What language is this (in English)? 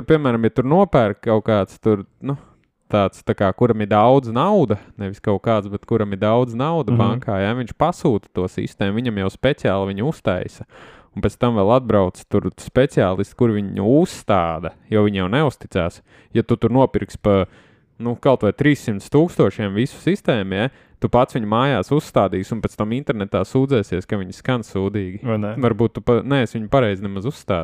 Latvian